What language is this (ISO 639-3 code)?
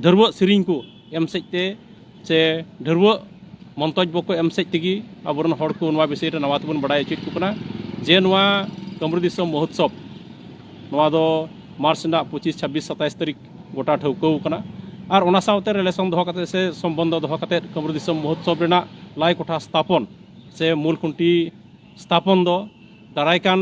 sat